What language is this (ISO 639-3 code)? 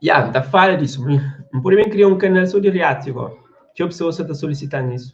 kea